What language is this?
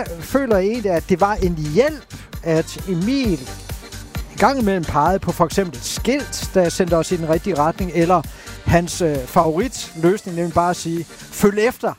Danish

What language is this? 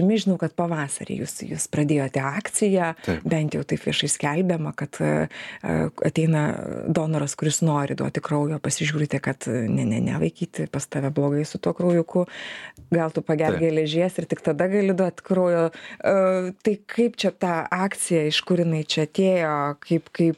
Lithuanian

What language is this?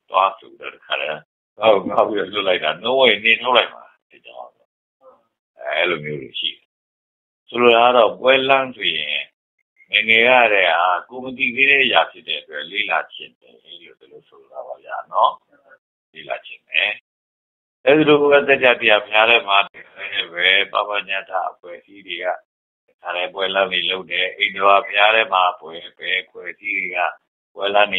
Burmese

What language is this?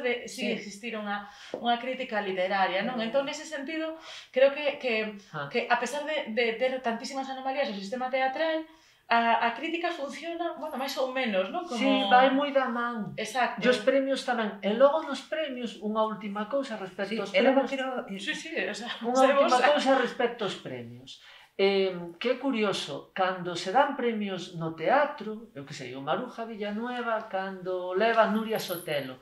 Galician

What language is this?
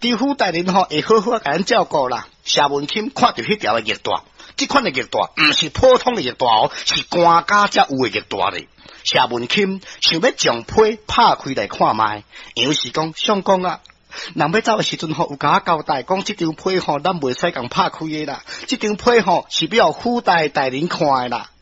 Min Nan Chinese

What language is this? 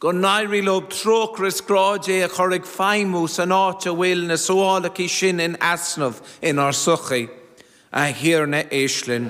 Irish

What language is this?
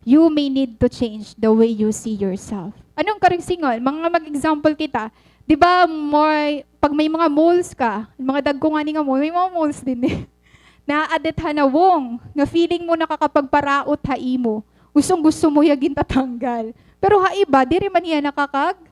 Waray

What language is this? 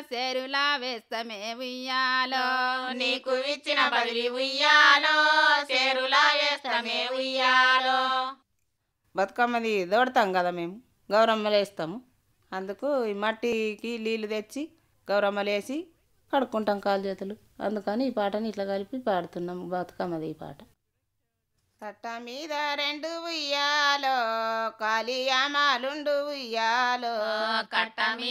Telugu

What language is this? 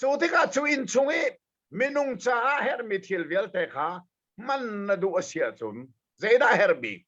Hakha Chin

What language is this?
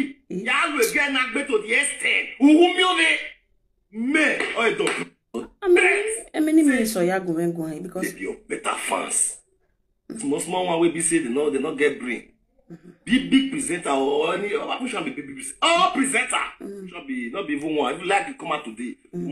Nigerian Pidgin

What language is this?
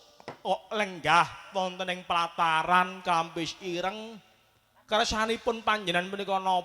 Javanese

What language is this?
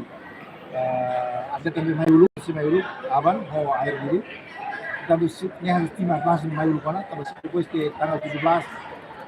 Tetum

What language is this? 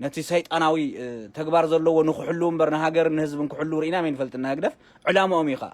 Tigrinya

